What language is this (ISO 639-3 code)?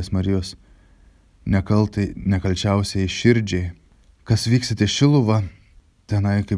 lit